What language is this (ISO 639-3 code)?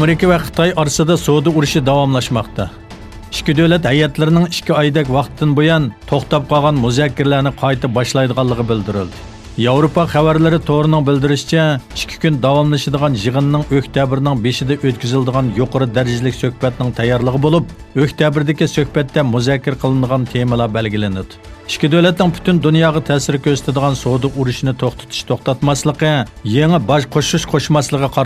uig